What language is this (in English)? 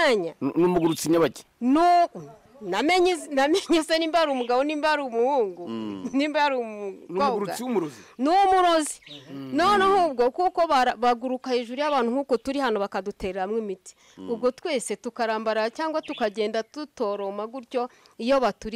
Kinyarwanda